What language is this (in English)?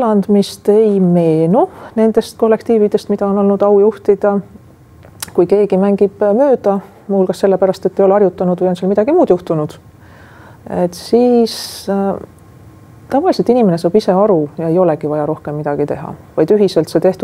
Estonian